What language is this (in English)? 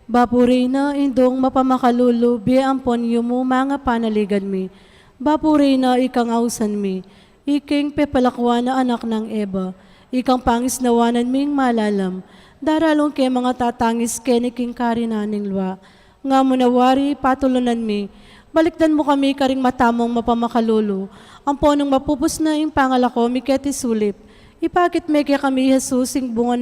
Pampanga